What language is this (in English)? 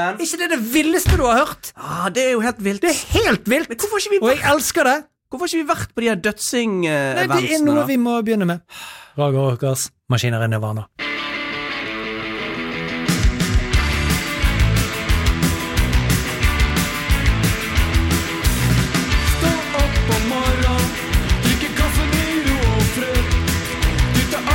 Norwegian